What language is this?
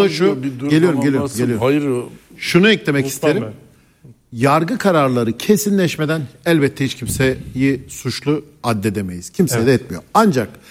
Turkish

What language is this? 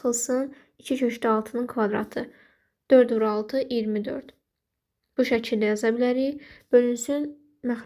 Azerbaijani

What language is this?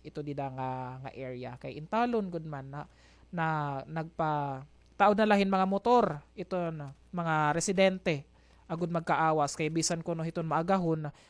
Waray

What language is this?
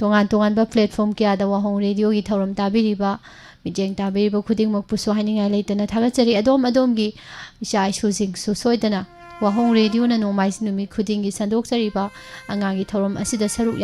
Manipuri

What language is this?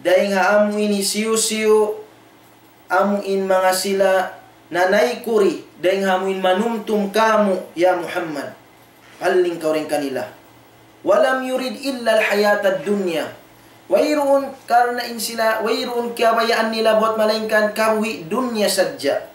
Tausug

